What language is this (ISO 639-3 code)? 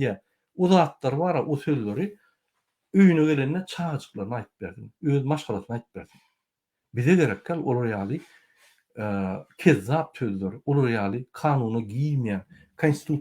tuk